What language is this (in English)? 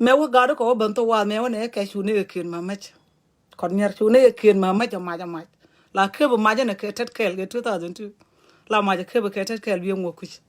Nuer